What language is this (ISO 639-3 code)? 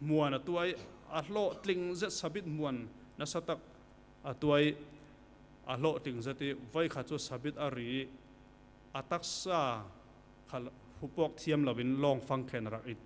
cfm